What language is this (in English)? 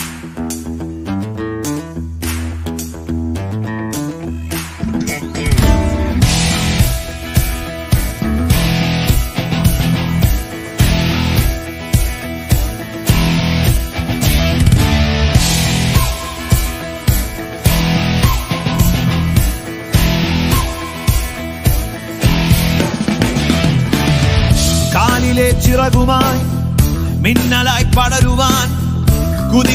Malayalam